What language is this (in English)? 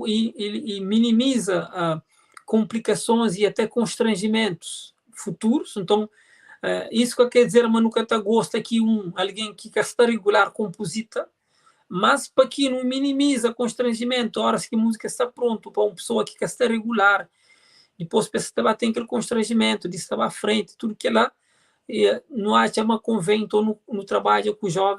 Kabuverdianu